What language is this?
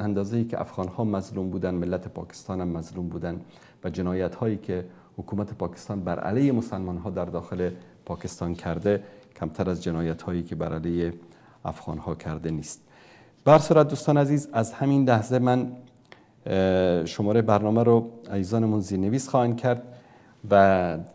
Persian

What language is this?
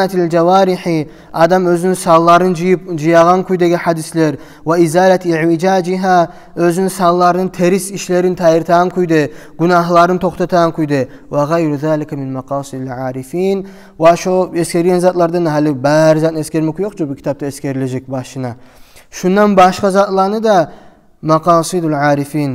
Kumyk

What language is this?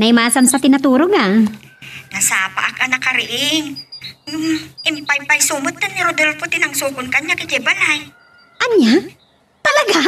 Iloko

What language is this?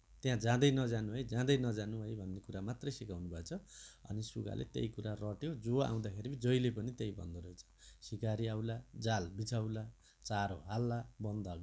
Nepali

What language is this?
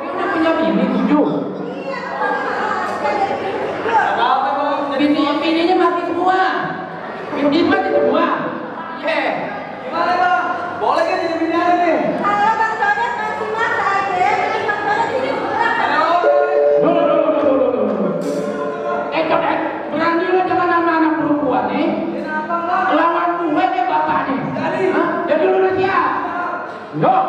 Betawi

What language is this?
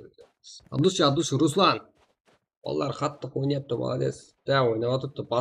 Kara-Kalpak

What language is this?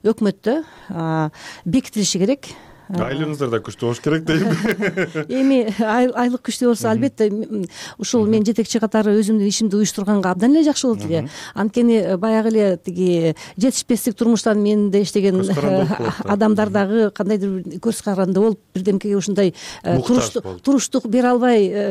Kyrgyz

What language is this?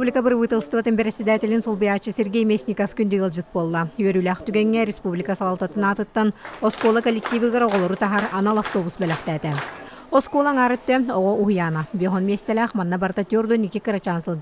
Yakut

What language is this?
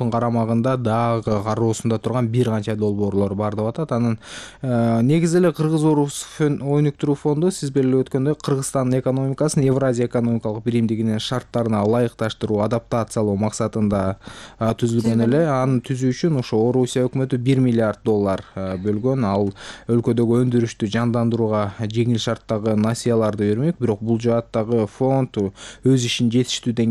Kyrgyz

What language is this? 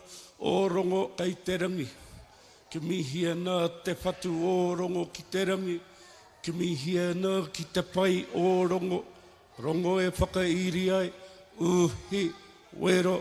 Māori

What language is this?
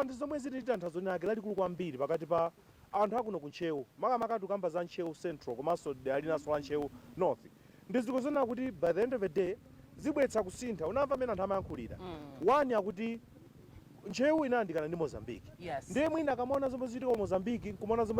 Nyanja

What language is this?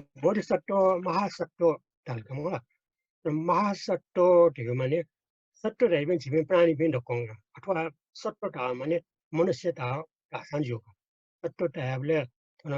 Newari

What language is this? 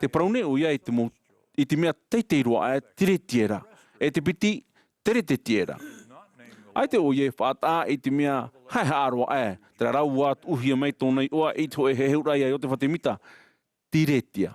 Tahitian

